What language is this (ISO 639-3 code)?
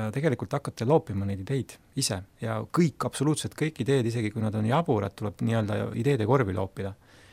est